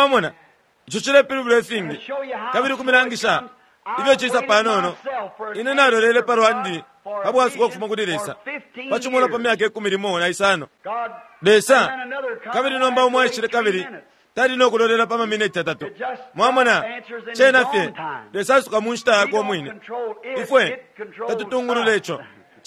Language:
Bemba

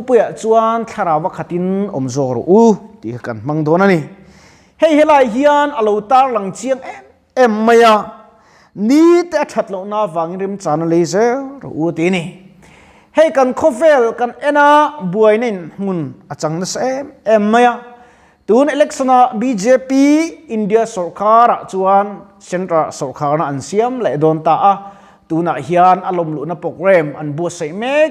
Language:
Mizo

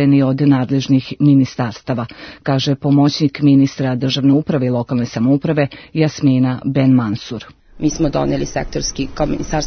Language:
Serbian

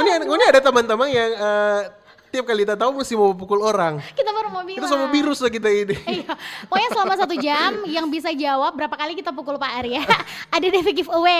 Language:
Manado Malay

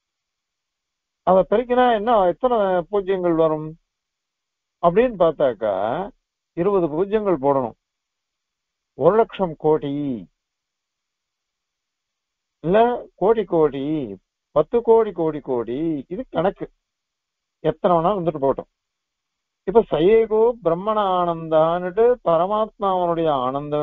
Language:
Tamil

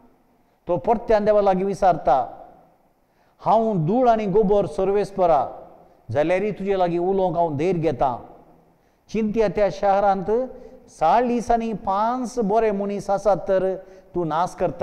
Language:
Konkani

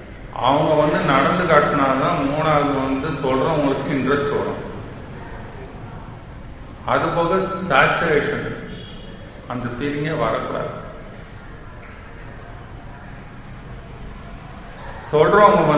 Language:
Tamil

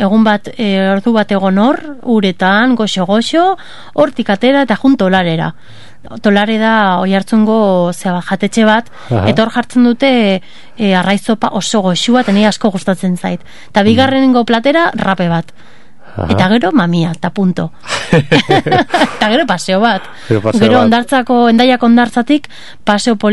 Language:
Basque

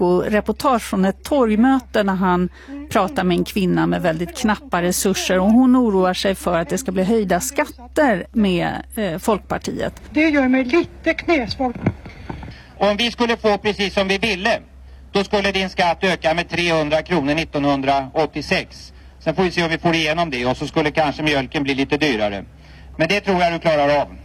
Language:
Swedish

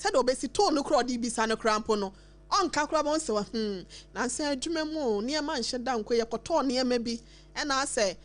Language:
Akan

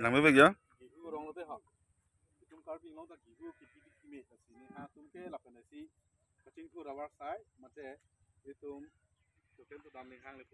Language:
Karbi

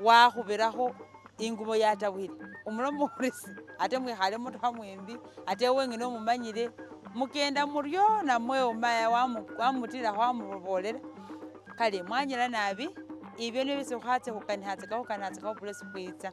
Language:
Masaaba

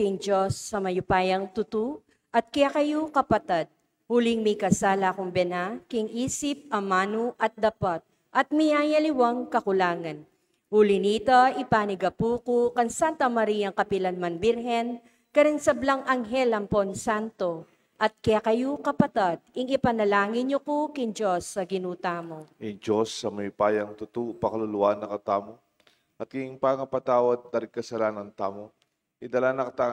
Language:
Pampanga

